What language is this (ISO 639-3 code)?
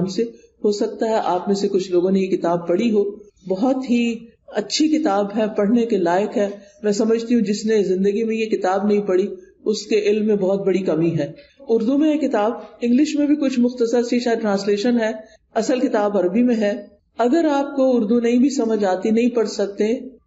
urd